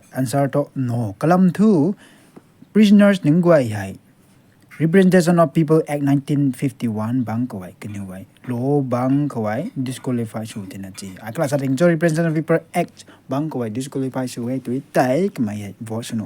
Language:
Rongmei Naga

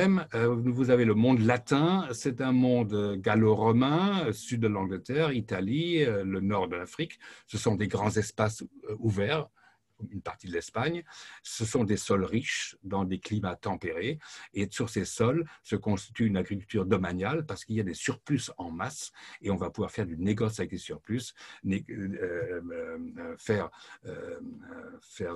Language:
French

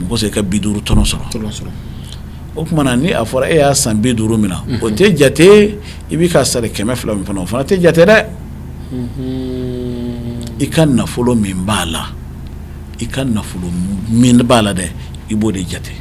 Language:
Bambara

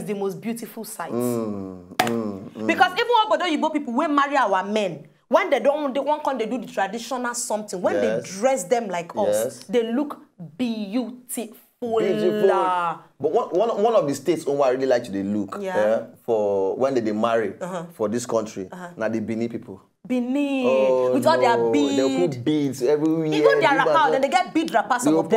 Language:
Nigerian Pidgin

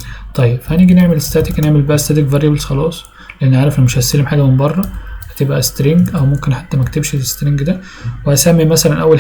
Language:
Egyptian Arabic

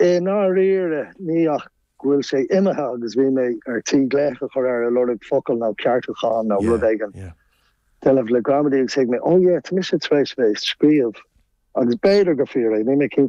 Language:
Irish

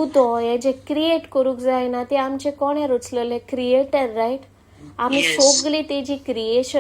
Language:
Konkani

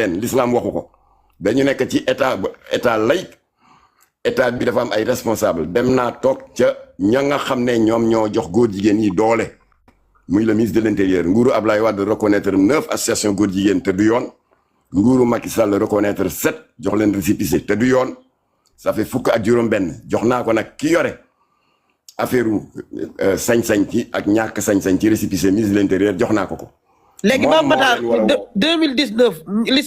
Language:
Wolof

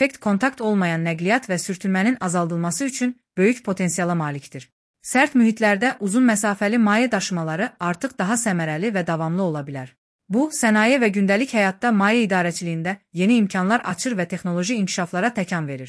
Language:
Azerbaijani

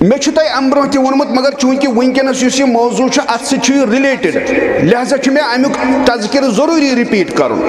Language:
Kashmiri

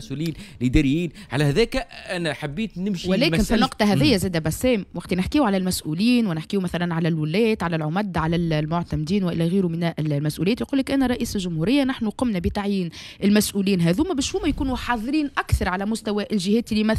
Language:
Tunisian Arabic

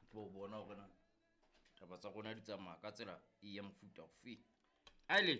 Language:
Southern Sotho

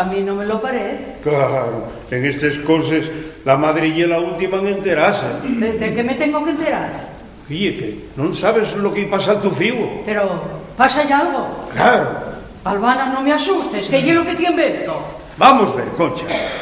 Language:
Asturian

